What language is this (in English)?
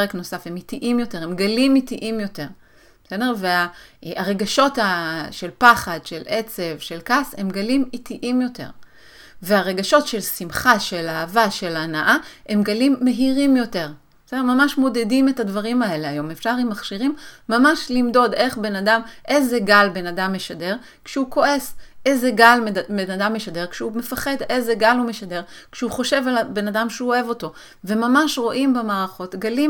Hebrew